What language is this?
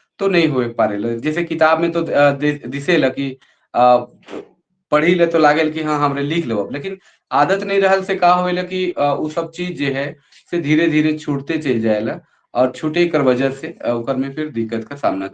Sadri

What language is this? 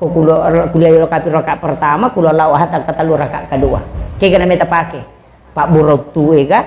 Buginese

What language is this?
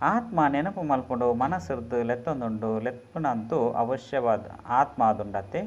Tulu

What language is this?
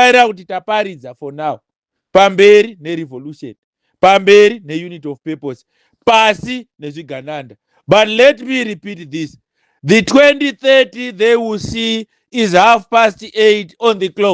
Shona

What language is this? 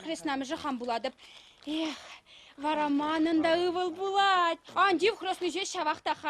Chuvash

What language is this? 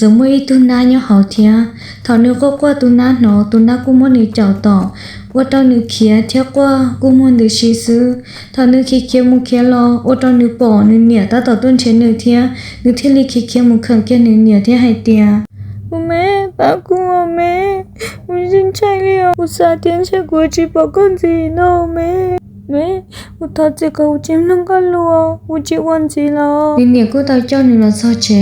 Hmong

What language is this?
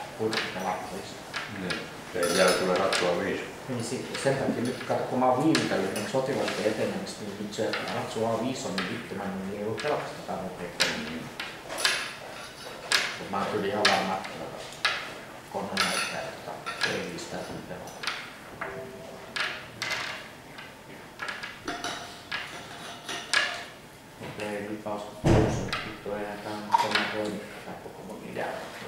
Finnish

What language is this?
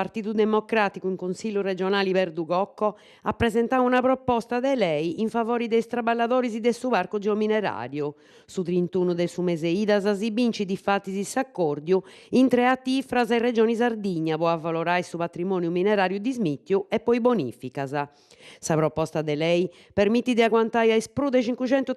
Sardinian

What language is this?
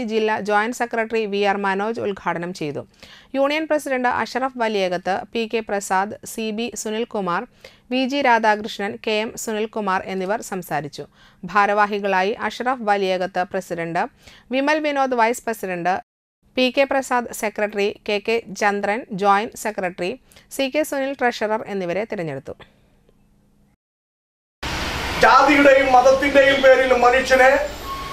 Malayalam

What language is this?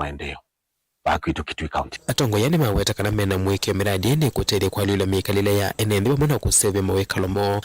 Kamba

